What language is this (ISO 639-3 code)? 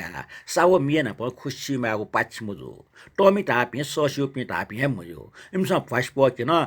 new